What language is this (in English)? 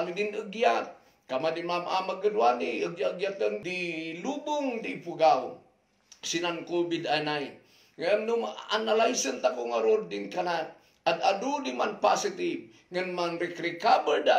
Kankanaey